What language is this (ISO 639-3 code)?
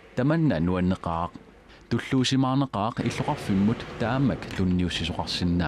kal